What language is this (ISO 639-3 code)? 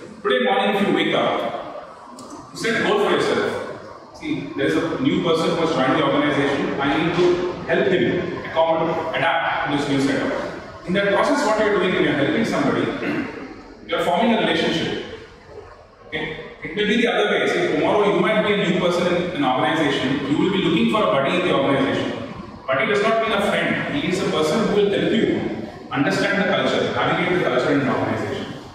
eng